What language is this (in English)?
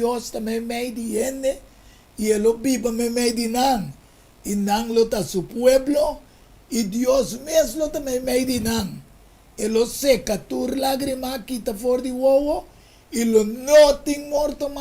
Papiamento